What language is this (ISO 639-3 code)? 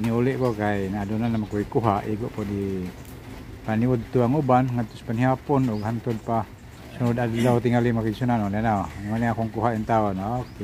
ceb